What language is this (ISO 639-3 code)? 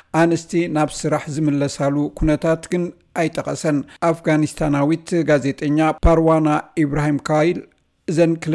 tir